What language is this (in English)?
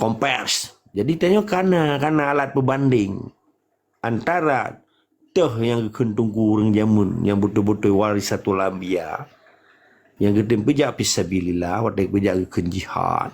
Achinese